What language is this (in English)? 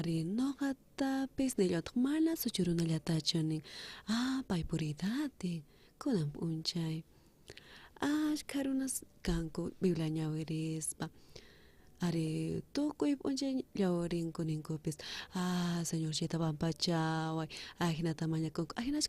South Bolivian Quechua